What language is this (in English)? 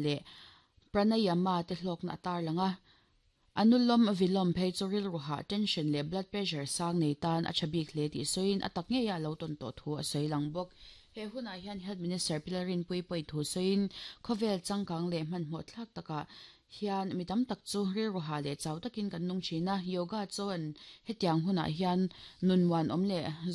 Mizo